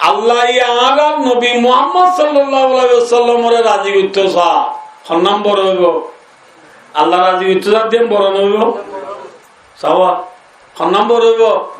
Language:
Rohingya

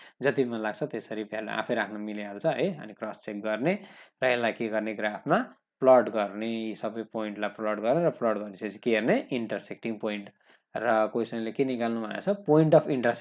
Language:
Nepali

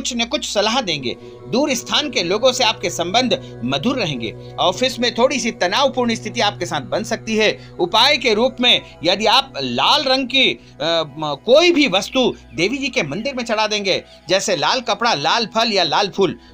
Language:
Hindi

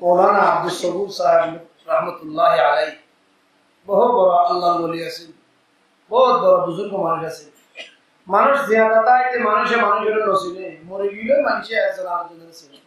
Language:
Rohingya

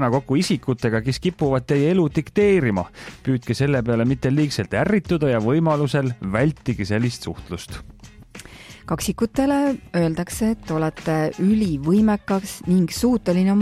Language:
Estonian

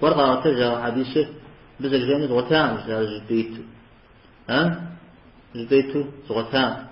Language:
Kabardian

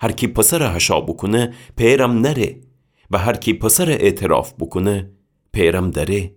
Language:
Gilaki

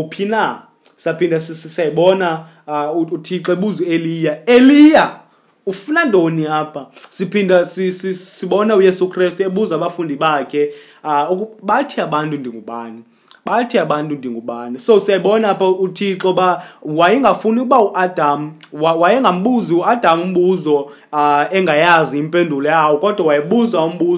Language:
Xhosa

